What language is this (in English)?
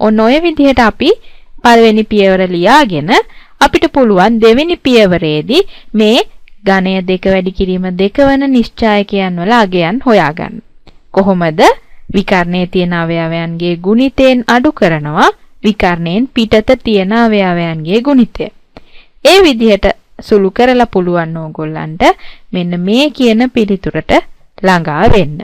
Sinhala